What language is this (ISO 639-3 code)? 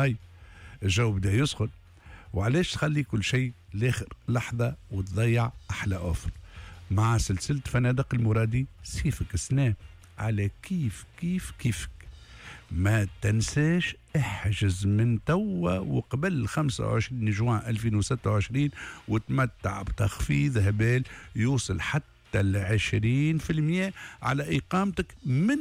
aeb